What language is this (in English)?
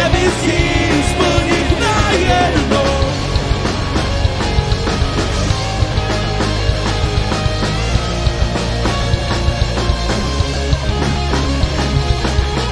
Czech